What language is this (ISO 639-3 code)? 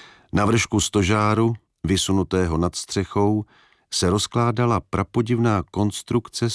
ces